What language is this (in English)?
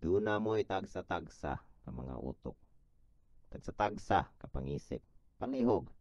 Cebuano